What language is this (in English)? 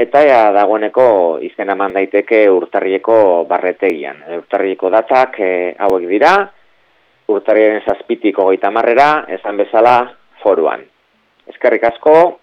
Basque